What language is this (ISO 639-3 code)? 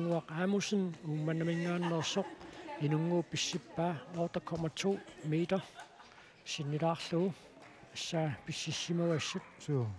kal